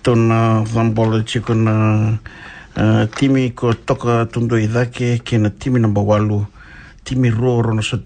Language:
Fijian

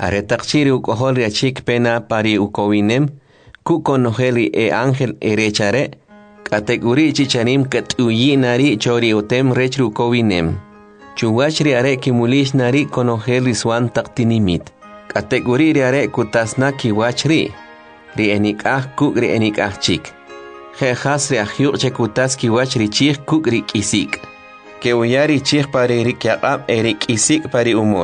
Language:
Kʼicheʼ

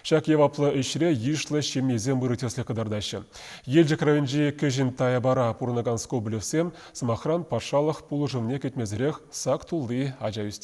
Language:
Chuvash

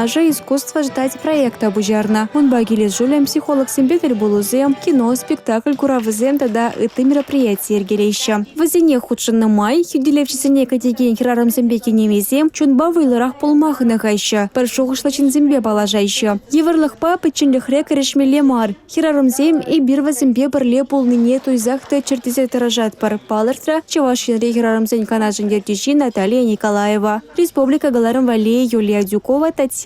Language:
Chuvash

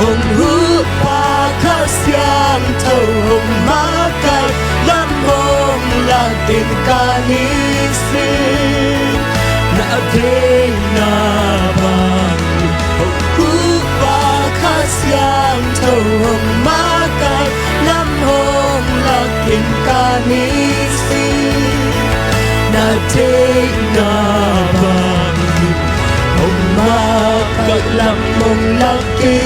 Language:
Tedim Chin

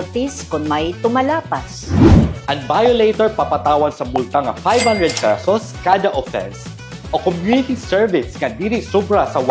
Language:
Waray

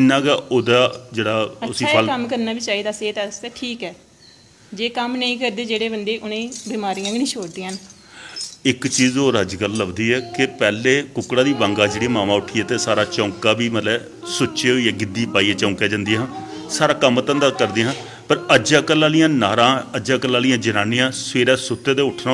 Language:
Dogri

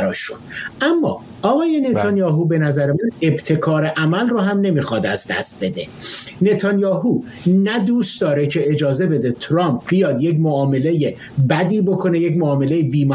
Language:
Persian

